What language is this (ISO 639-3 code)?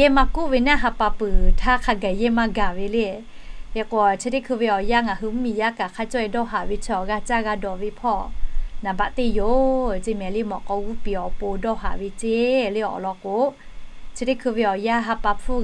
lhu